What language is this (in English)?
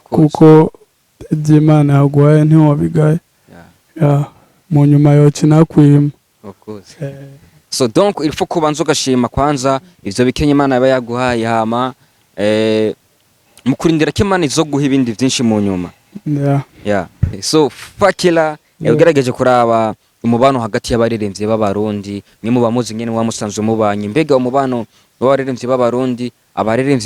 Rundi